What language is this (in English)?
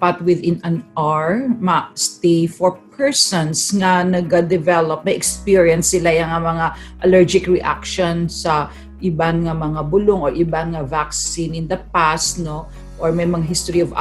Hiligaynon